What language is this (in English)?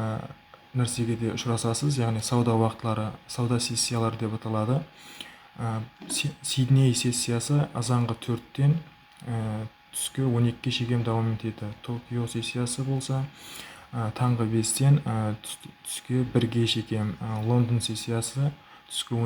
Kara-Kalpak